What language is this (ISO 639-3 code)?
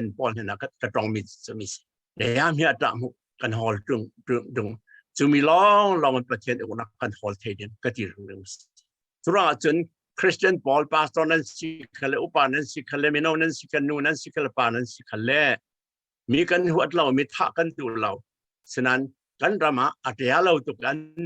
cfm